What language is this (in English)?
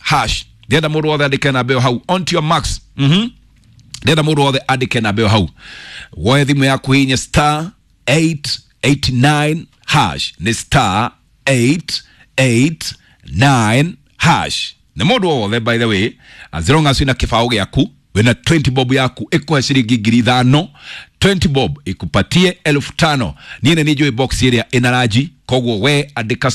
Kikuyu